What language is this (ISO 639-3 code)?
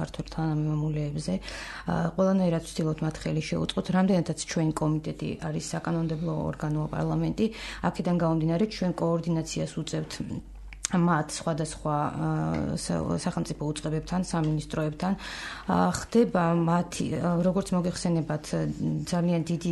kat